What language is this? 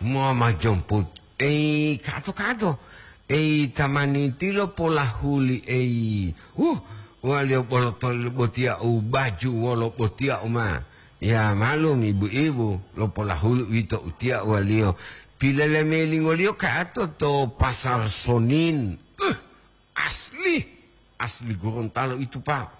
Gorontalo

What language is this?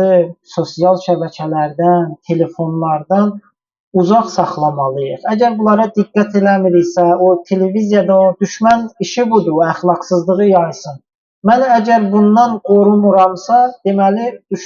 Azerbaijani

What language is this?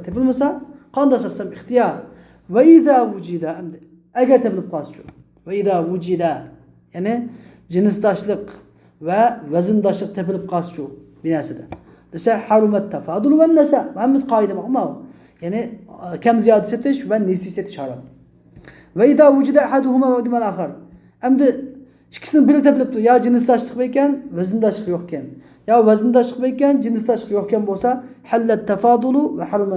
Uyghur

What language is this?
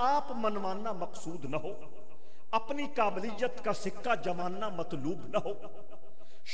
Urdu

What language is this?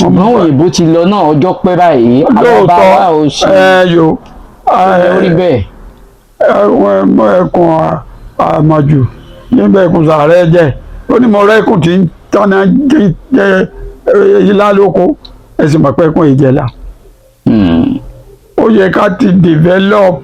Yoruba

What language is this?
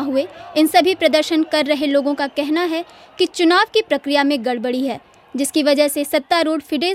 Hindi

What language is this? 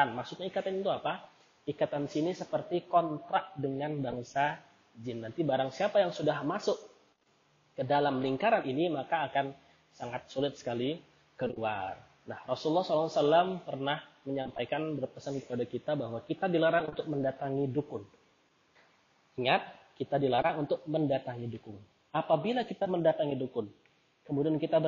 Indonesian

